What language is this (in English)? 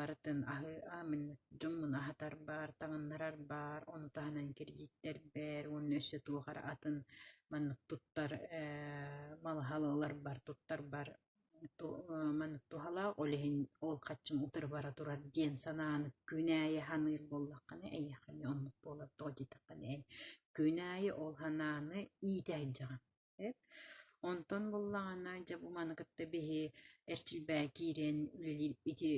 Yakut